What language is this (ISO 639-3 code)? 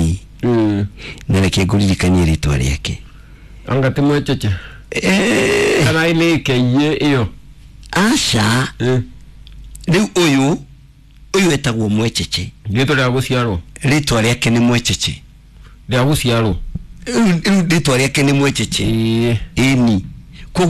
kik